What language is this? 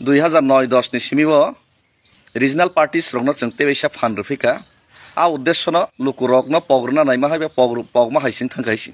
Kok Borok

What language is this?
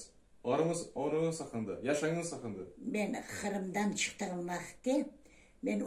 Crimean Tatar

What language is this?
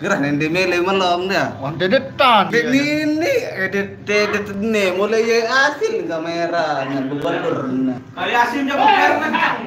Sasak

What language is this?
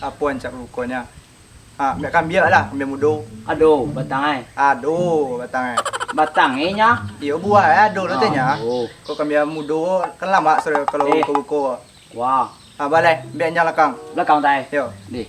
Minangkabau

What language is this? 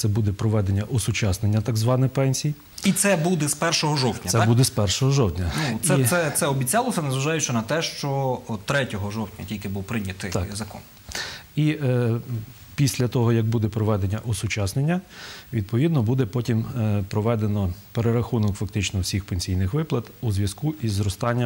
Ukrainian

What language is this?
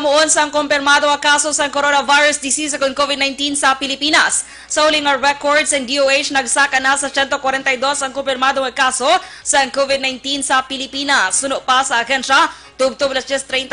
Hiligaynon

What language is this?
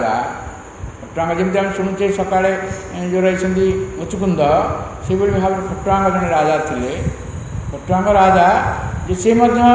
Odia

